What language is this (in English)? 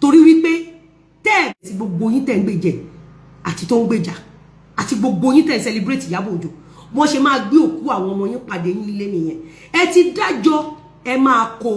Yoruba